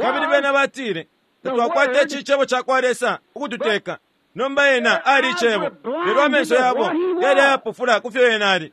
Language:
Bemba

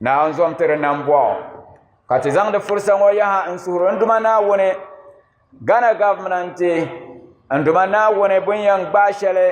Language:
Dagbani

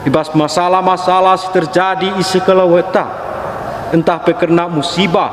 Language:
Batak Karo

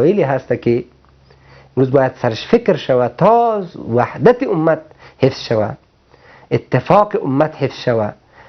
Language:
Persian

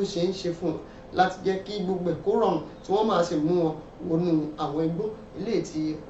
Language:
Yoruba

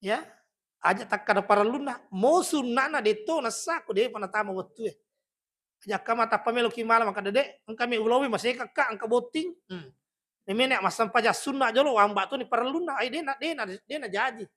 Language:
Buginese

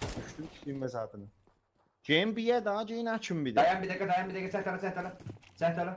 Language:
South Azerbaijani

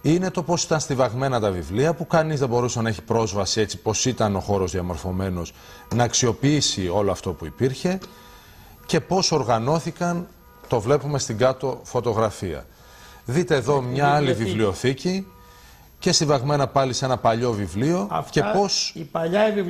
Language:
Greek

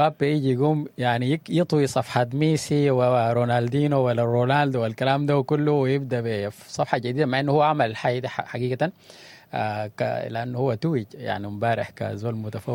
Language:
Sudanese Arabic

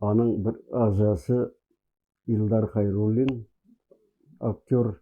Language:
Tatar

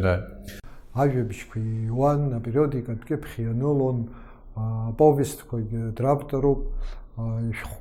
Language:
Abkhazian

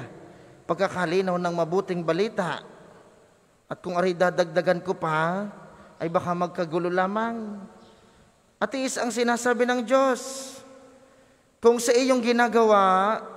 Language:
Filipino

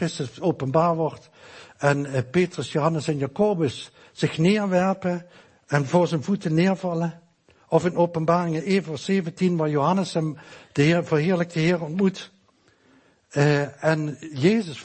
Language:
Dutch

